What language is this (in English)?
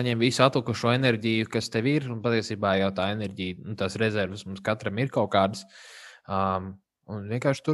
Latvian